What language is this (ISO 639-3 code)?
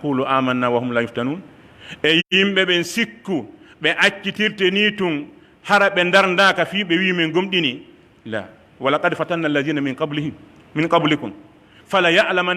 fuf